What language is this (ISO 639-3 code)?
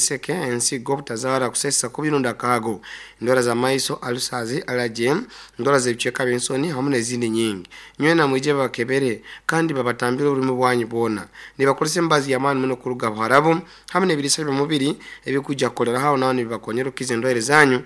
nyo